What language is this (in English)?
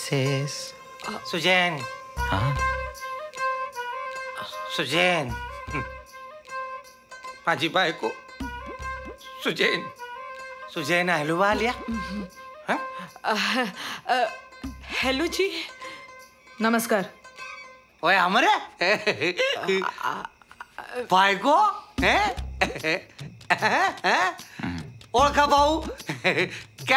Marathi